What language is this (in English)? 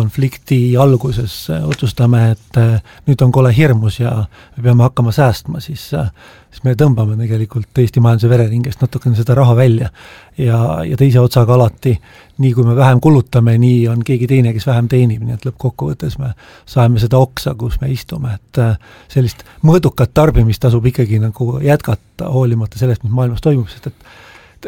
Estonian